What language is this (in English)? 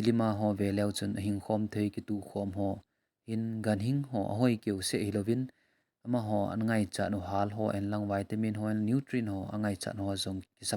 Thado Chin